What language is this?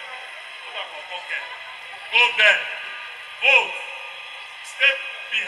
Nigerian Pidgin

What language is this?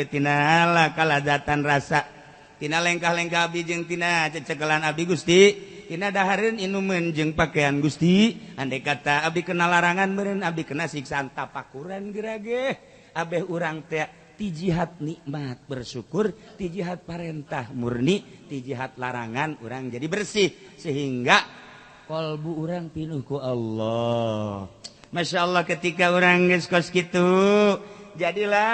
Sundanese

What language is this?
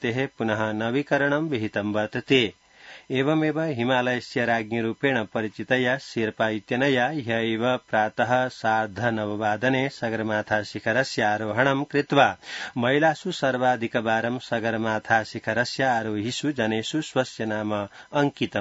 Sanskrit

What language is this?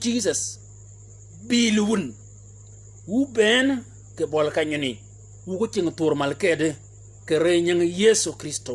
Shilluk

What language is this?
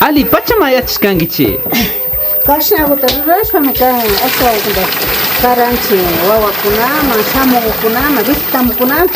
Imbabura Highland Quichua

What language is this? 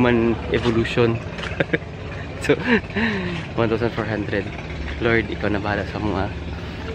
Cebuano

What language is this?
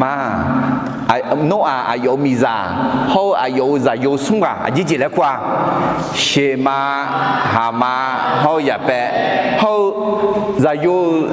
Akha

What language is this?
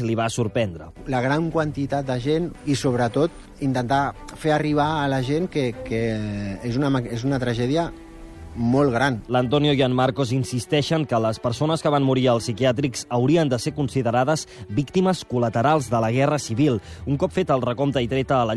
Catalan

